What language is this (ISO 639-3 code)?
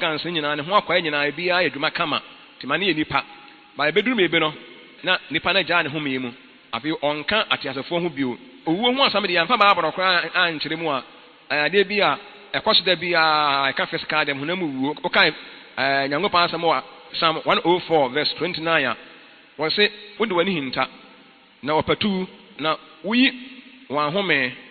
aka